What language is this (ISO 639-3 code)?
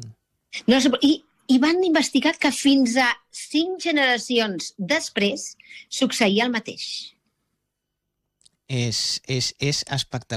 cat